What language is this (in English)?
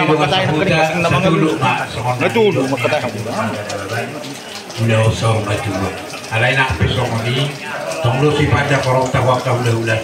Batak Toba